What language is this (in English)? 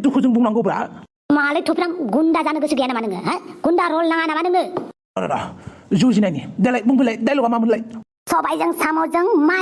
Bodo